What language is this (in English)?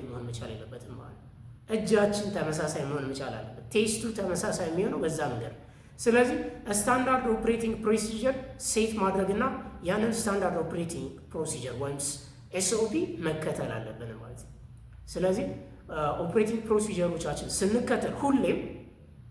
Amharic